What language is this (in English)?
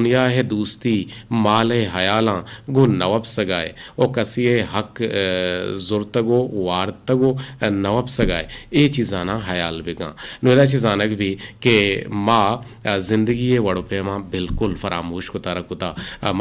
Eastern Balochi